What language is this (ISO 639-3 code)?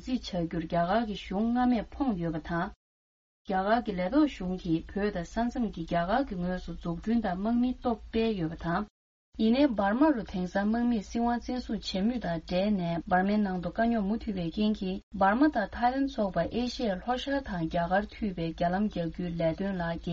bod